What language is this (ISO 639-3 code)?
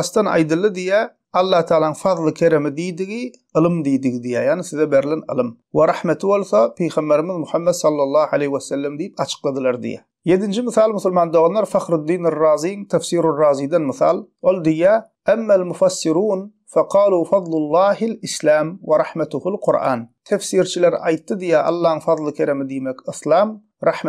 tuk